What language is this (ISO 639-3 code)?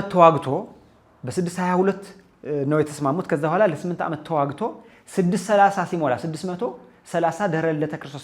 amh